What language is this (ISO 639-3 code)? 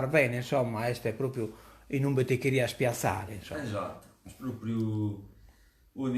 srd